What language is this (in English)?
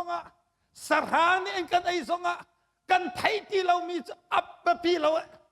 Hakha Chin